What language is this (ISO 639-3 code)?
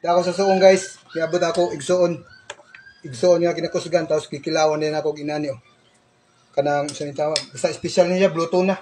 ceb